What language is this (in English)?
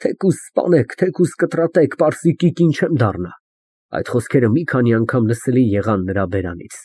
Armenian